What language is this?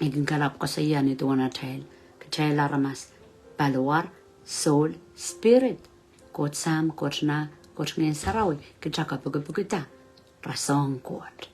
Pohnpeian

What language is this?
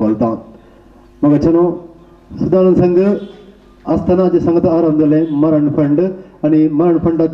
Konkani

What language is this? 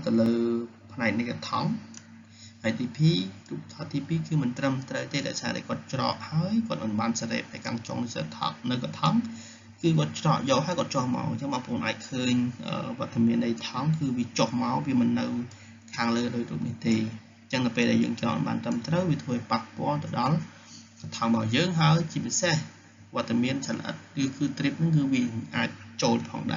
Khmer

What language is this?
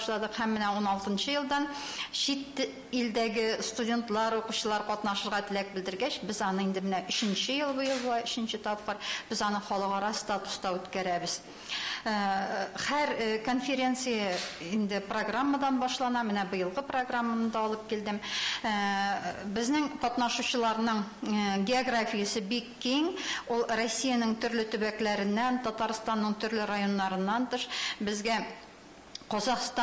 Tatar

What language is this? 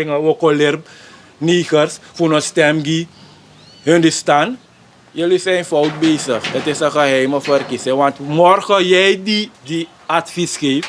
Sranan Tongo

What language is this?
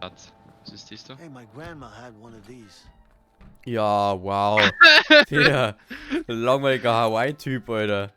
Bavarian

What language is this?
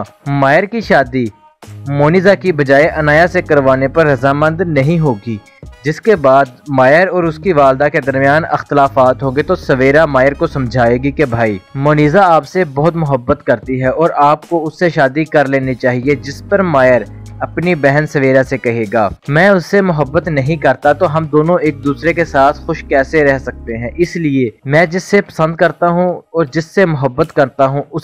Urdu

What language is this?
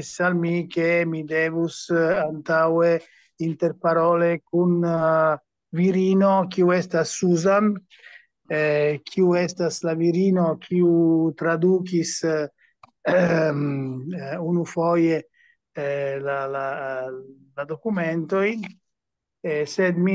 Esperanto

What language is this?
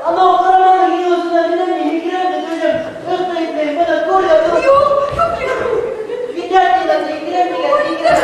Bashkir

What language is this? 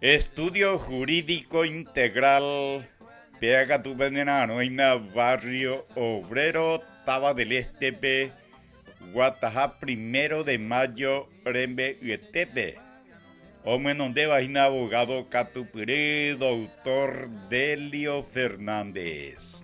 Guarani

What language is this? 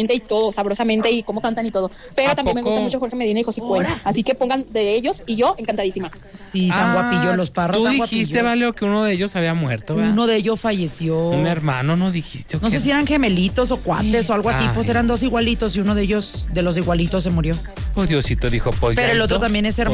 Spanish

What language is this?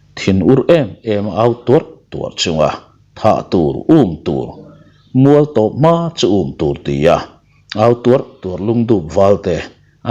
Mizo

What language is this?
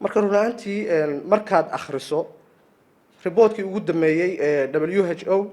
Somali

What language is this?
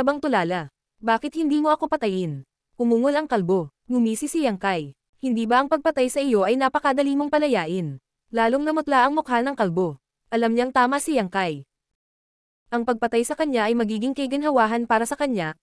Filipino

